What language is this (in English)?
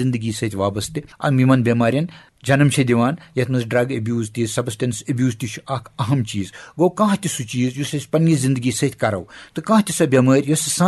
Kashmiri